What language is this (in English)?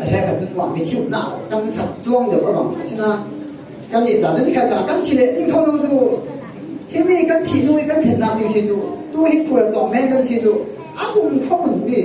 Falam Chin